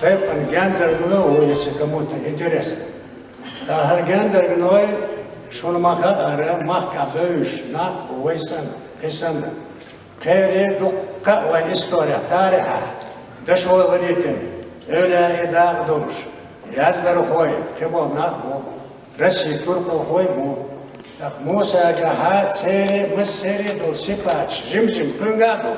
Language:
Chechen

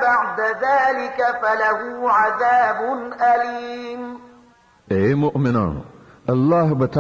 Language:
Pashto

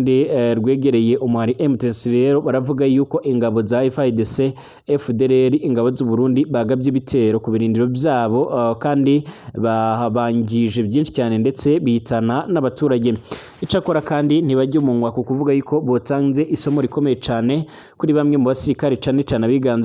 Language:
Rundi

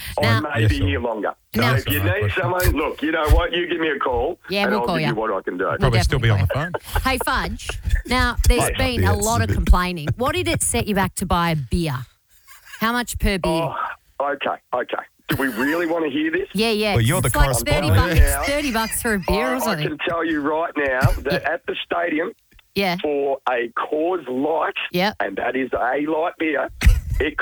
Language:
English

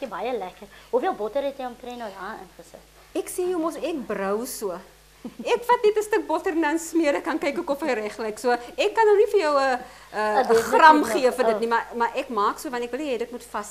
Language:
Afrikaans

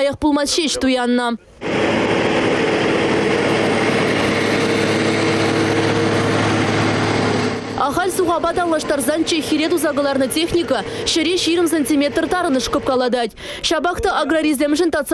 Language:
Chuvash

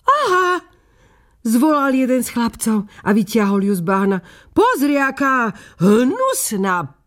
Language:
Slovak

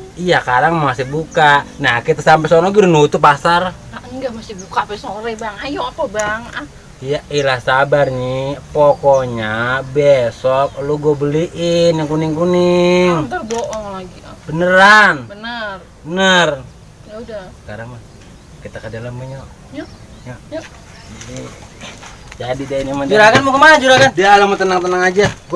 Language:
Betawi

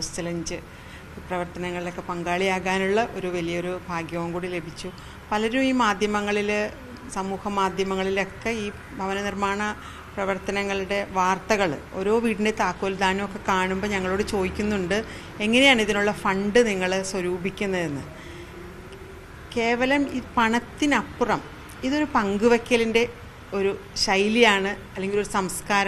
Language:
Malayalam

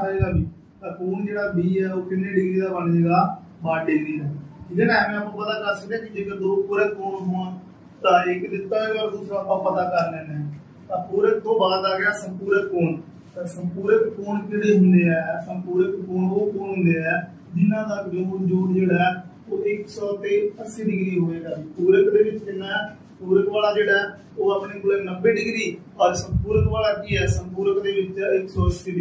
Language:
Punjabi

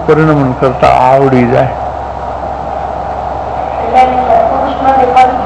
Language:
Gujarati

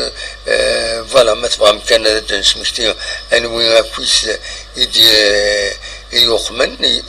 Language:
Kabyle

